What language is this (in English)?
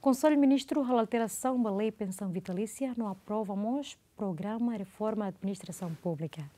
Tetum